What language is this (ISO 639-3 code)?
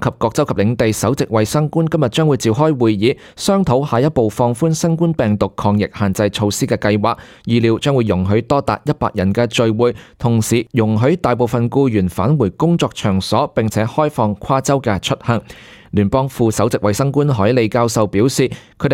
yue